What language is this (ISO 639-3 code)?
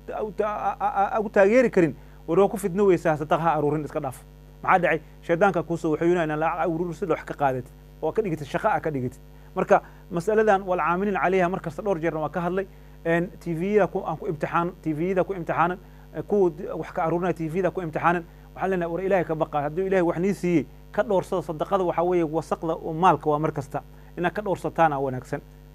som